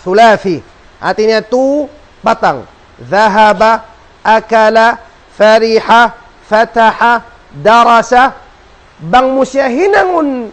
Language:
Tausug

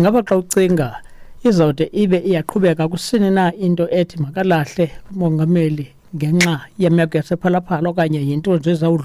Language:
Xhosa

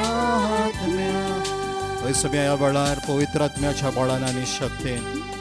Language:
Konkani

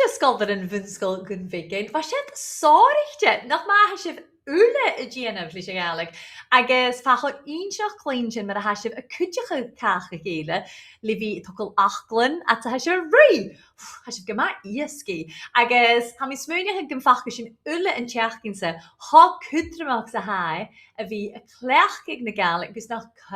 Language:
Scottish Gaelic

